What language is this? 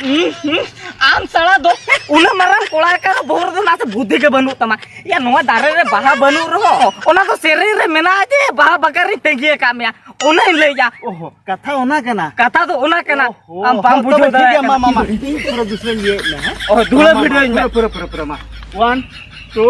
Santali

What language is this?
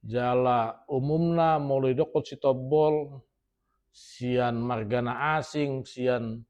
Batak Toba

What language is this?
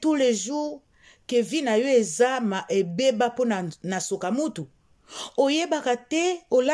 Lingala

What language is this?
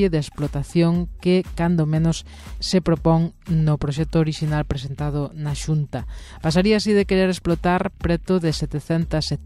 Galician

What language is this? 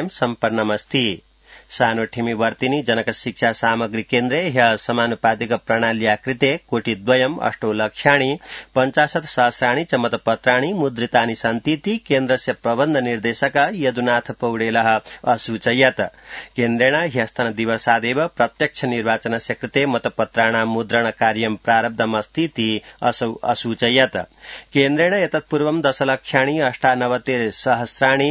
Sanskrit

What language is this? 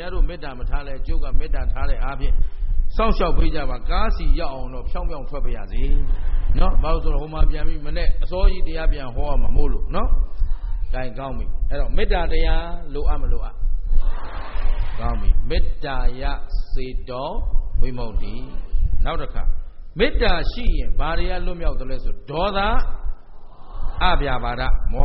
Burmese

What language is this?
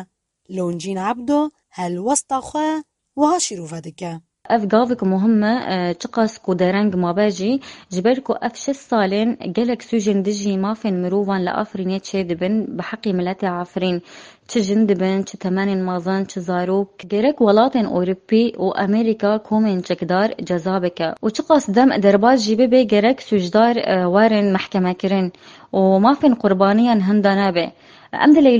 Kurdish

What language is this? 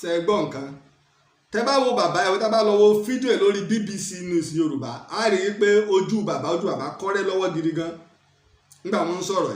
Yoruba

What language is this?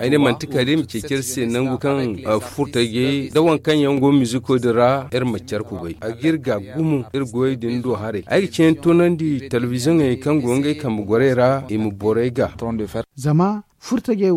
Zarma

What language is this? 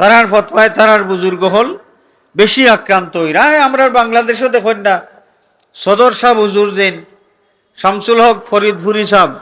Sylheti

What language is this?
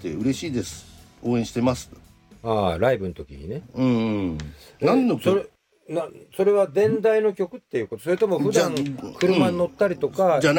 Japanese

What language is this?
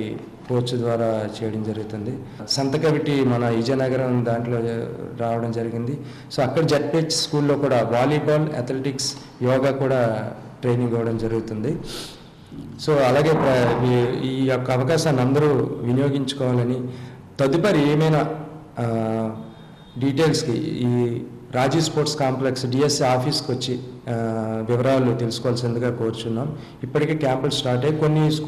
Telugu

